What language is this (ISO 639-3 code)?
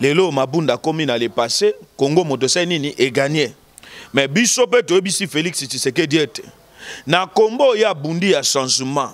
lin